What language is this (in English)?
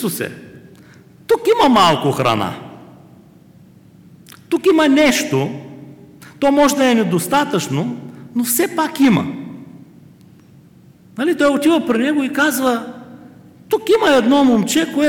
Bulgarian